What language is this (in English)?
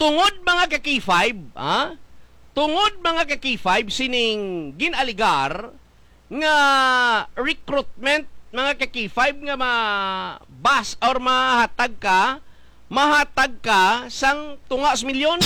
Hiligaynon